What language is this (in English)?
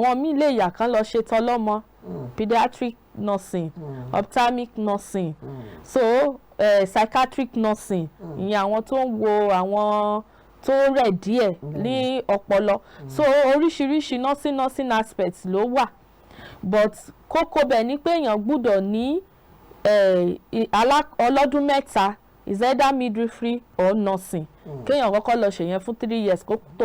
Yoruba